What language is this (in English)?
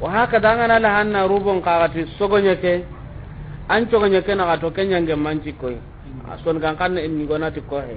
Soninke